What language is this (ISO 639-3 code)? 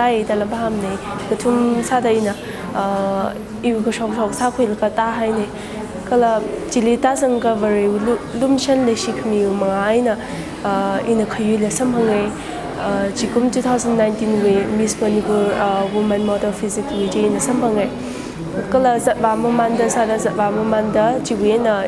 nmf